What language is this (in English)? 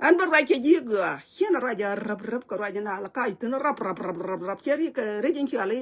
Nuer